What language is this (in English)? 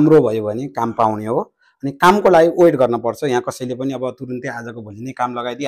Nepali